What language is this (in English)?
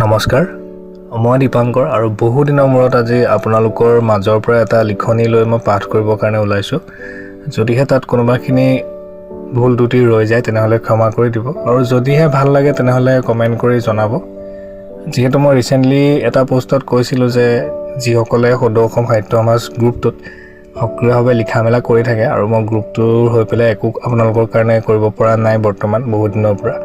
Assamese